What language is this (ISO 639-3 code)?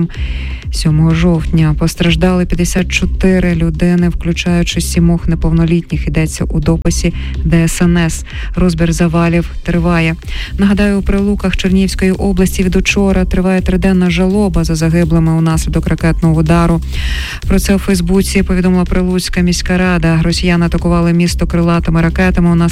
ukr